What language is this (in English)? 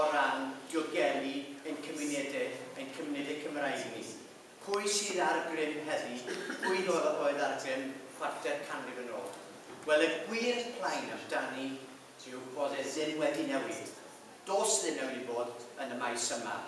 Welsh